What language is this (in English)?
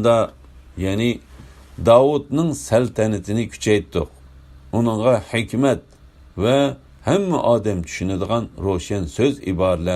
Uyghur